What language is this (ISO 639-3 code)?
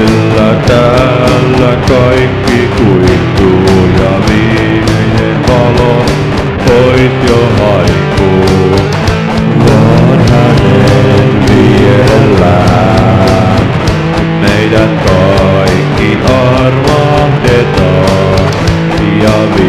fin